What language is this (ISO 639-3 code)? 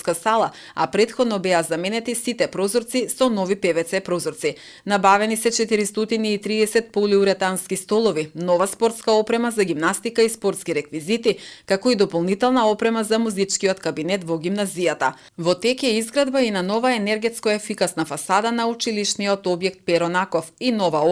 mkd